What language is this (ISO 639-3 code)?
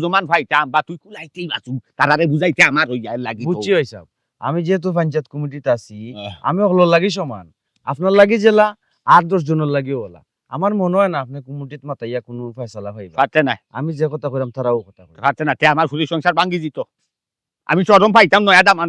syl